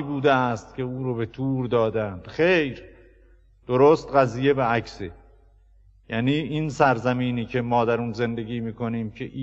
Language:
Persian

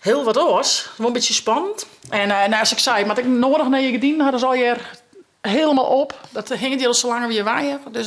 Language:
Western Frisian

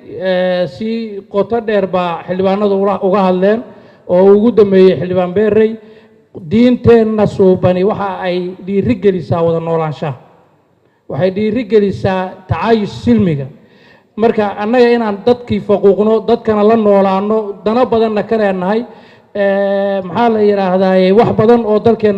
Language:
Somali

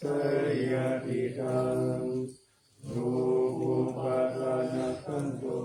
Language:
Pali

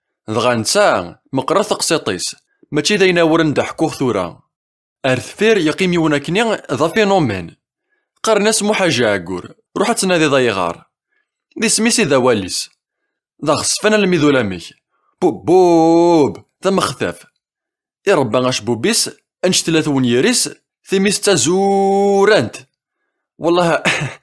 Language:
Kabyle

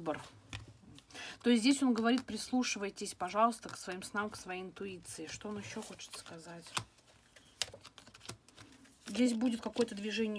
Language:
Russian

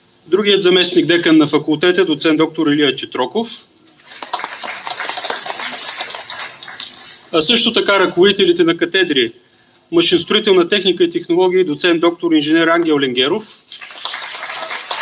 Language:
Bulgarian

